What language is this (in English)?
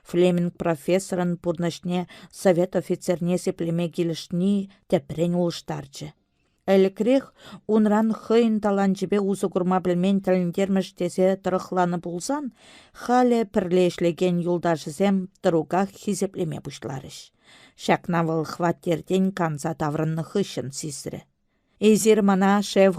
Chuvash